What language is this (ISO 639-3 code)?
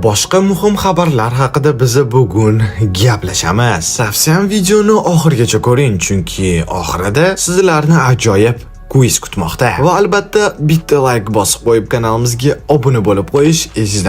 uzb